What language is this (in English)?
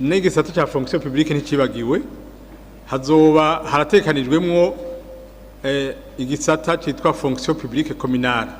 Rundi